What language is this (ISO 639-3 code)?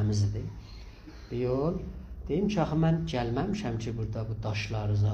azb